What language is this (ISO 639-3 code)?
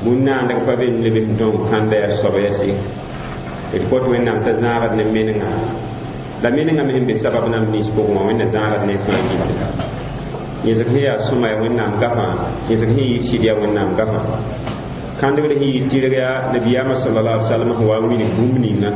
mos